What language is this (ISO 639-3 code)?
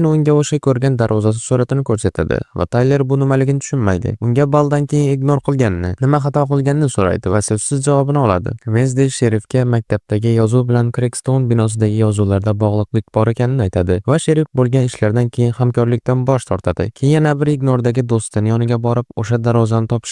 uzb